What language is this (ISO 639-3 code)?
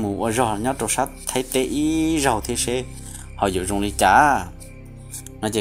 hmn